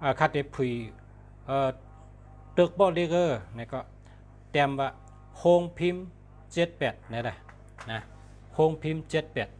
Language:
Shan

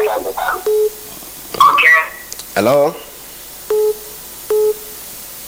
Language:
Swahili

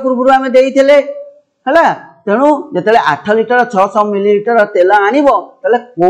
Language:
Odia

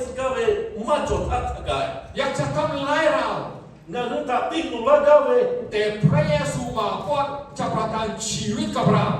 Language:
Lahu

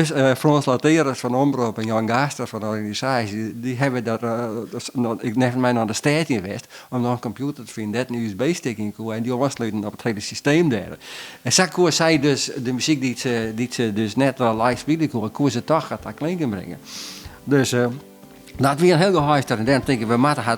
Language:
Western Frisian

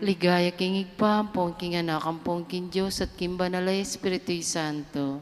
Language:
Pampanga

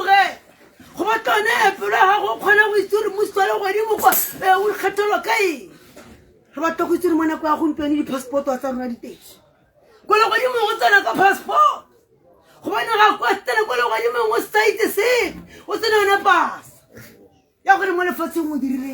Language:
Tswana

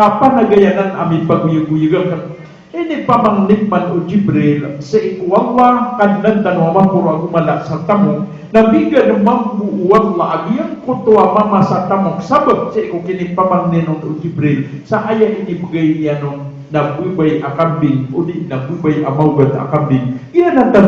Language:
Maranao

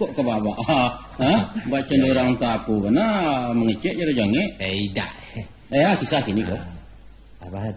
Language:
Minangkabau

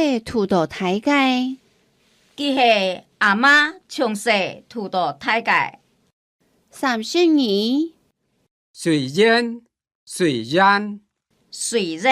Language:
Hakka Chinese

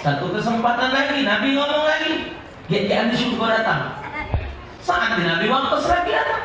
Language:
Musi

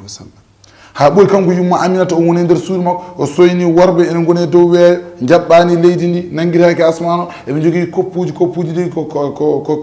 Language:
Fula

